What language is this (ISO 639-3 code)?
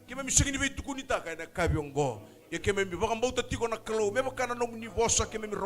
fij